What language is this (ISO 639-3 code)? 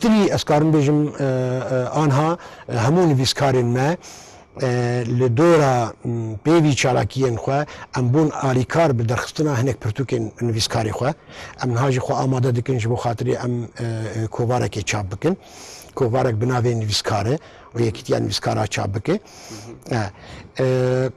kur